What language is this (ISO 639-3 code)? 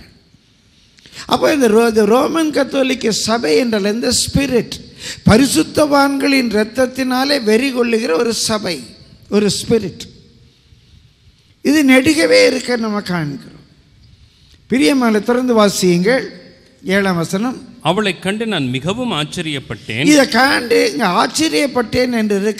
tam